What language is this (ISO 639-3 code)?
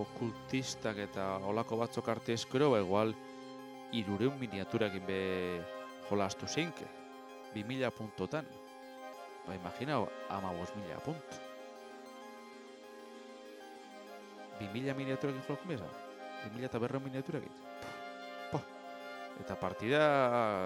eus